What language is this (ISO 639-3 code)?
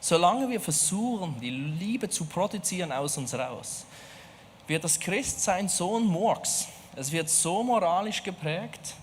gsw